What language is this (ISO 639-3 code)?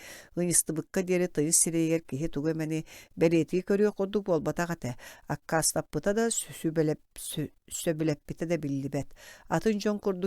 sah